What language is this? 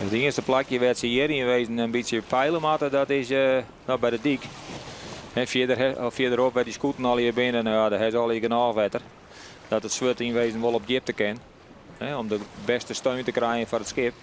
Western Frisian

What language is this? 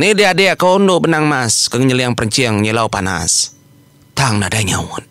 Iban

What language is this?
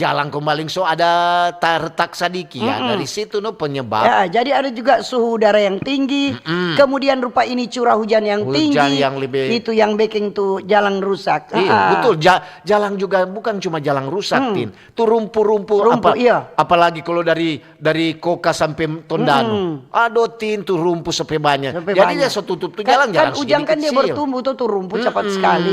Manado Malay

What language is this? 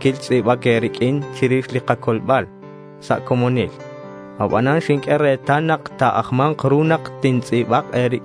Kekchí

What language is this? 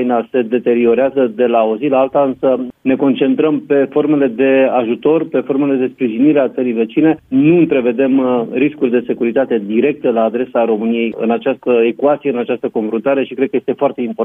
Romanian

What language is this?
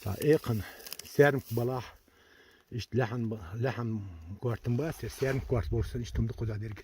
Chechen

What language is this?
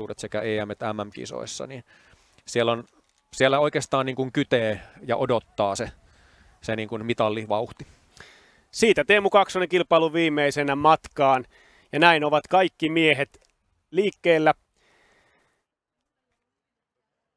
Finnish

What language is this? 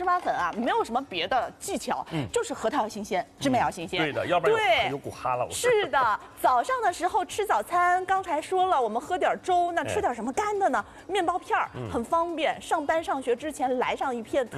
Chinese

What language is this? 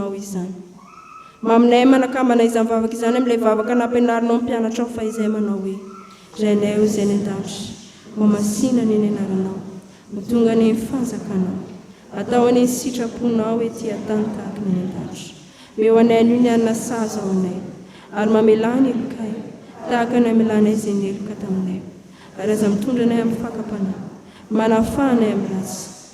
Malagasy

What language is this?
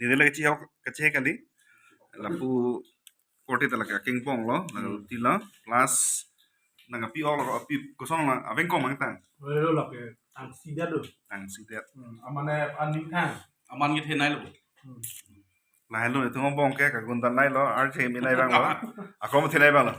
Karbi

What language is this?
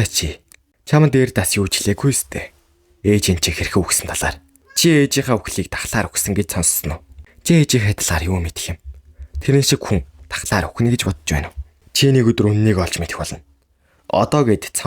Mongolian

